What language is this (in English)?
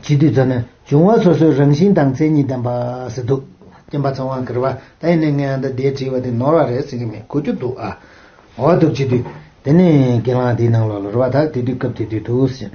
Tibetan